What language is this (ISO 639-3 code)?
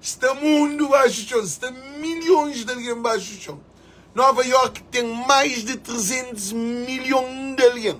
kea